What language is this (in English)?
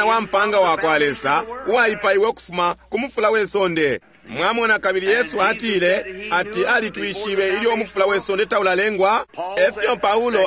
Bemba